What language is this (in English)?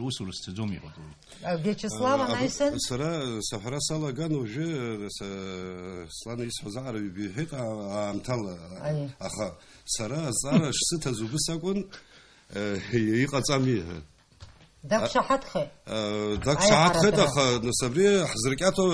Abkhazian